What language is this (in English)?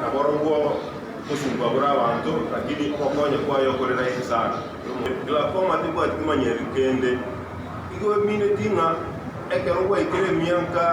Gusii